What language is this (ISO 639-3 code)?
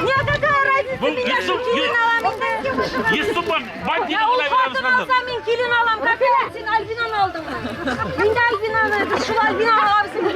bak